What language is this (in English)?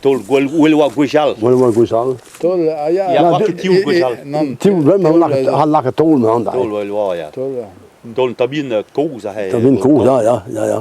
Breton